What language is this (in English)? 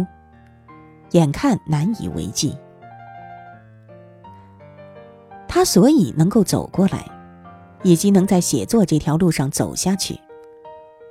Chinese